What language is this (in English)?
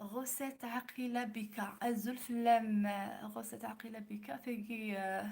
Kabyle